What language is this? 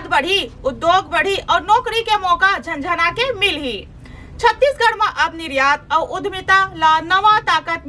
Chhattisgarhi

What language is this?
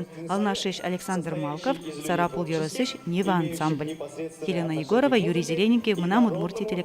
Udmurt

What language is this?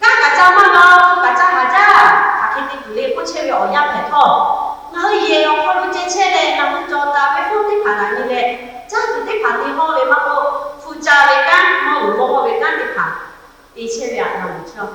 Lahu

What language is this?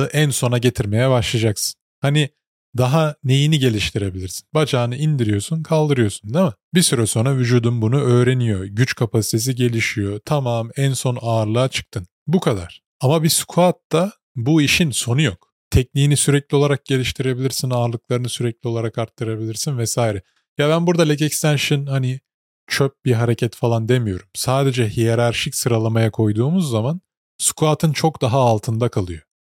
Turkish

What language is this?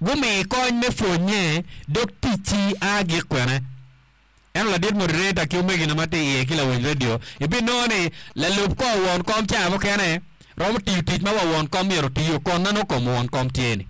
Acoli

